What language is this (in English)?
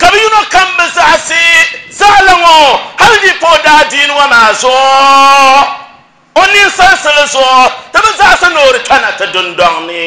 Dagbani